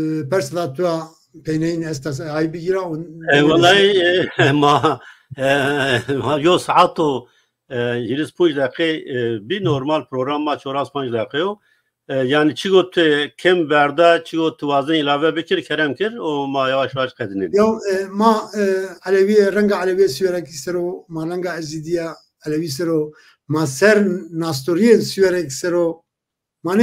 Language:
Zaza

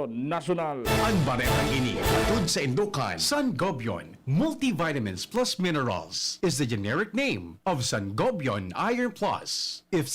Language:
Bikol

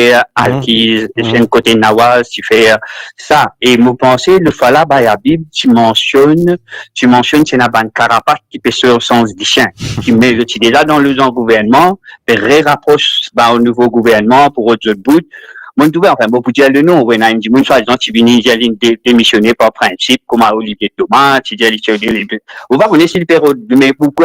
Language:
Morisyen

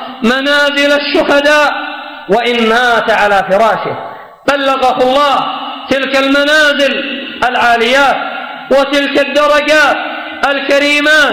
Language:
Arabic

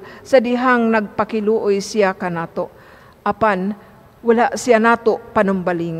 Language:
Cebuano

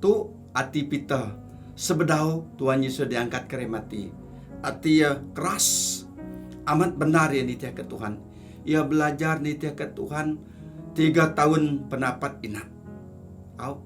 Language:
Iban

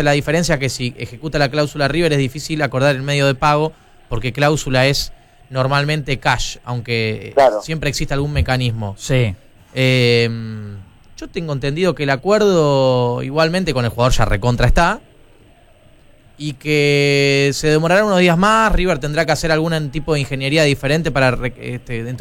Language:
Spanish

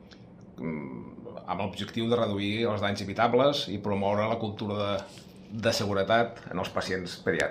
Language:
Catalan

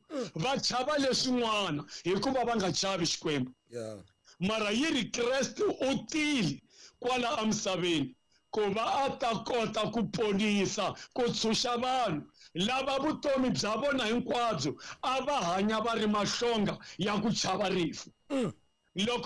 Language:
Tsonga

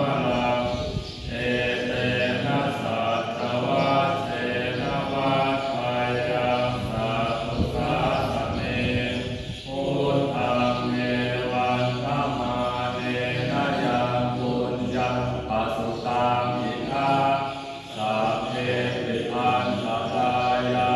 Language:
Pali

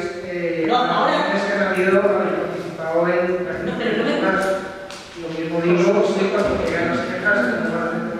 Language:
Spanish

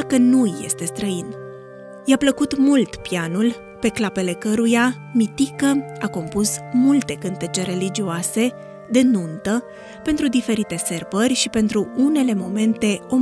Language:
Romanian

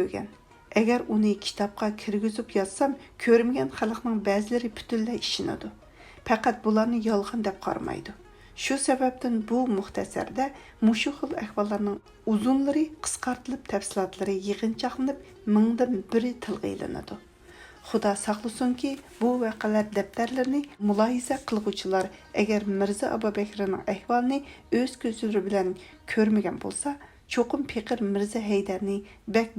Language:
Uyghur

